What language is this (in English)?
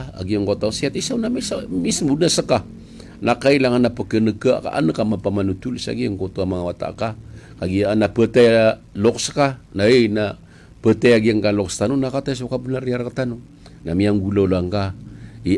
Maranao